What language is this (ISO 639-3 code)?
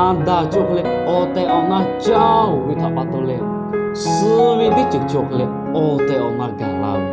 lhu